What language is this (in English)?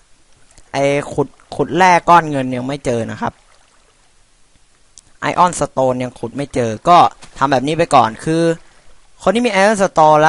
Thai